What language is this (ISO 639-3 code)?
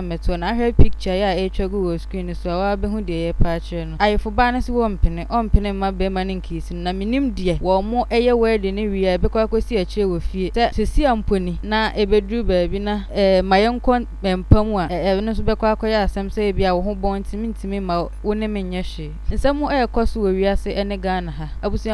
aka